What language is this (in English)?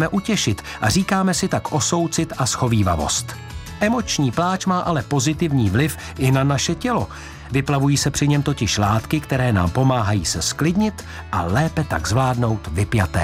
Czech